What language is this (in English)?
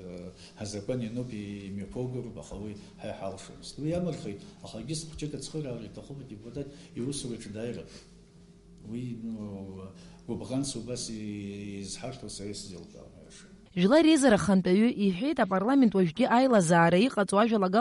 Abkhazian